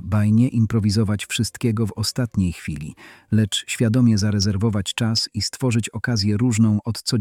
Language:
Polish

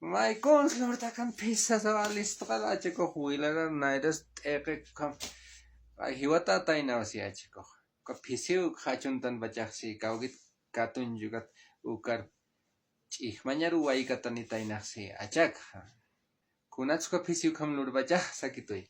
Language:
Aymara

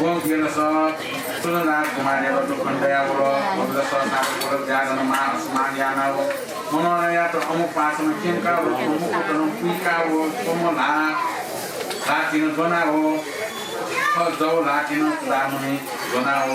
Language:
Newari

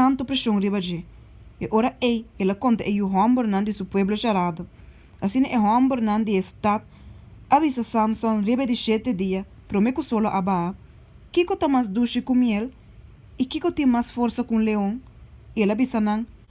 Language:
Papiamento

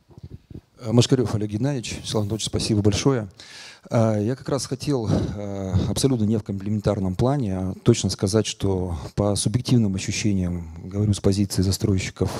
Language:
Russian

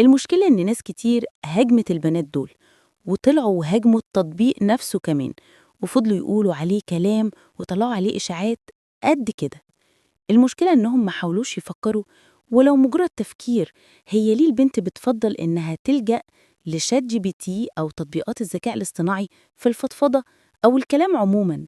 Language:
Egyptian Arabic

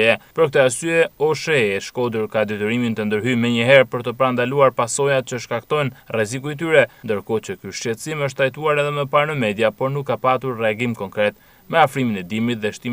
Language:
Albanian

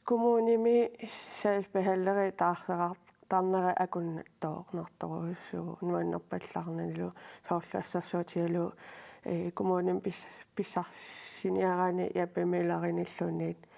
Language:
Kalaallisut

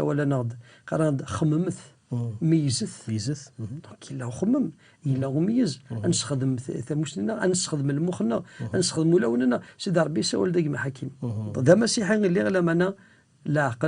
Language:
Kabyle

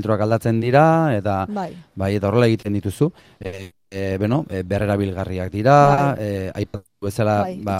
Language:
Basque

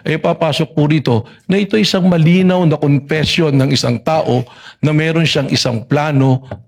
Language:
Filipino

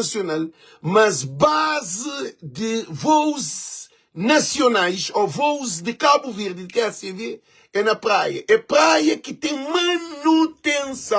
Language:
Kabuverdianu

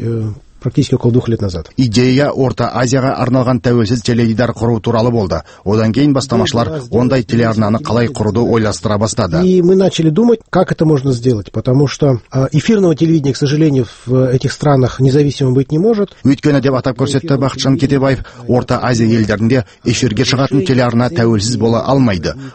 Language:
Kazakh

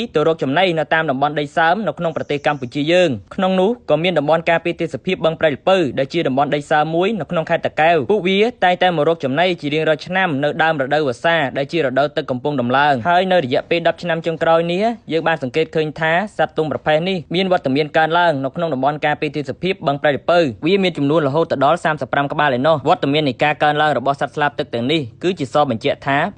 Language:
Khmer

